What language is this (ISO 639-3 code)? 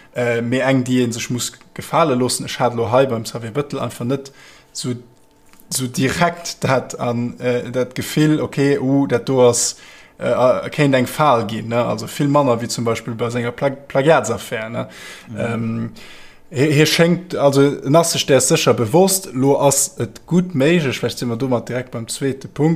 ltz